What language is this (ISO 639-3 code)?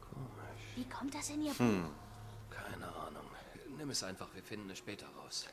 gsw